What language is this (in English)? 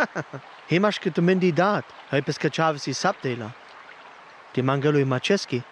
Sinte Romani